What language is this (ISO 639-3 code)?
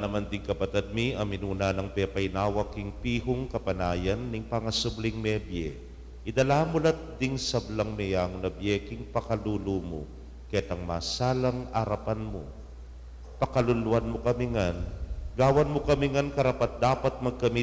pam